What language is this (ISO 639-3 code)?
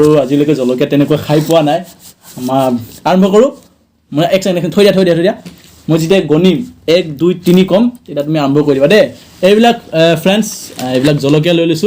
asm